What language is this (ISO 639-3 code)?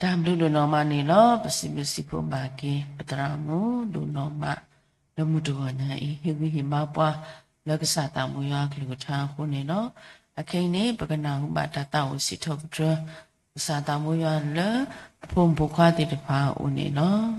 ksw